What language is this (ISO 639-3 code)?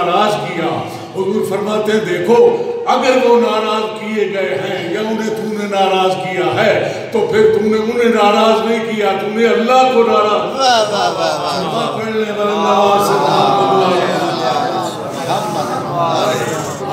urd